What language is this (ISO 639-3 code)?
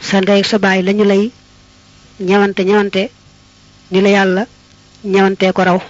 wol